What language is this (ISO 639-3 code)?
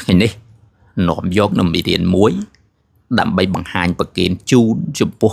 khm